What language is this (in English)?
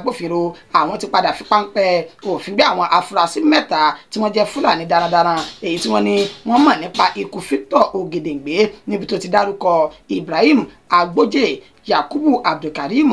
Yoruba